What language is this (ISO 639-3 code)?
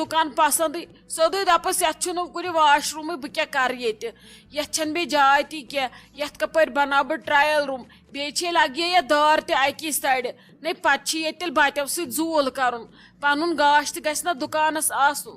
kas